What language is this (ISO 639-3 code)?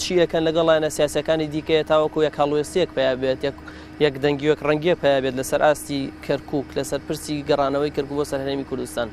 ckb